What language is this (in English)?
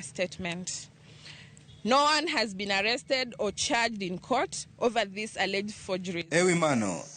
Luo (Kenya and Tanzania)